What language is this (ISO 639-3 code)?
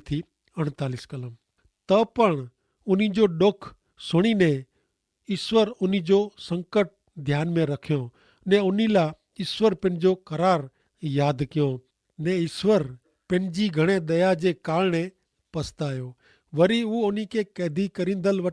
kfr